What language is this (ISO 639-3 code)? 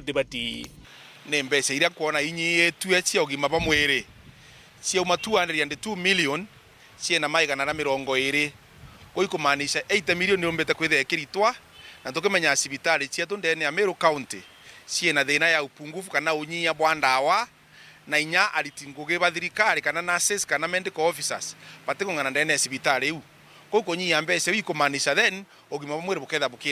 mer